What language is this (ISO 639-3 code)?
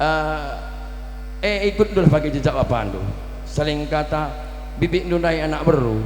btx